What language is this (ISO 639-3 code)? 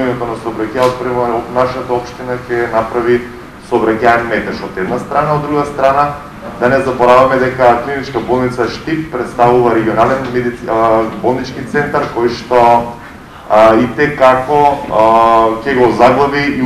mkd